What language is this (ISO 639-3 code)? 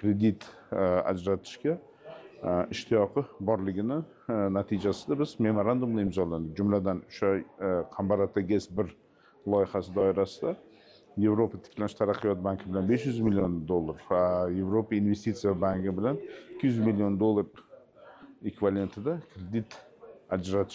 uzb